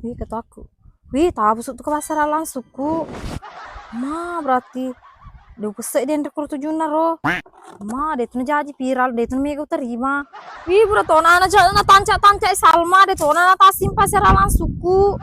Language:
Buginese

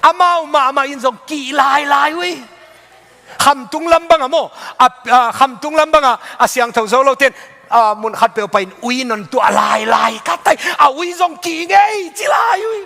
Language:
Tedim Chin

